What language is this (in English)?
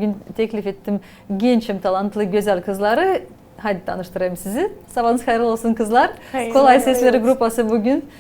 Gagauz